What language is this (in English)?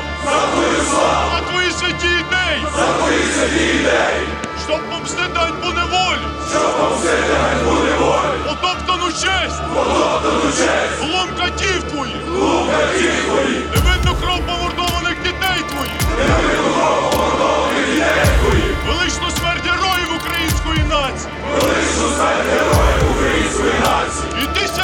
Ukrainian